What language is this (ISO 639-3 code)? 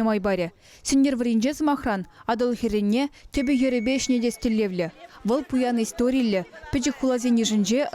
chv